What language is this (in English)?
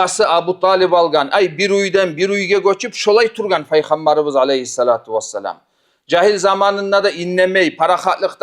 Kumyk